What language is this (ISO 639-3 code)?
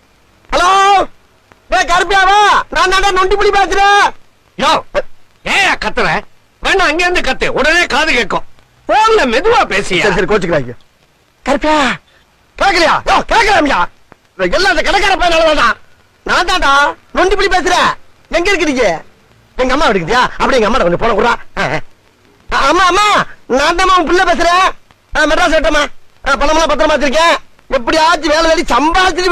tam